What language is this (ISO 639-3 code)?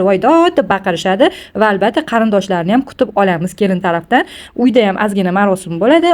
uzb